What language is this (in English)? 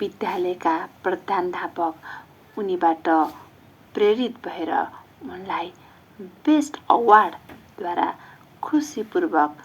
Nepali